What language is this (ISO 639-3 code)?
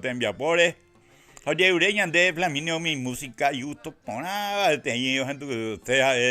grn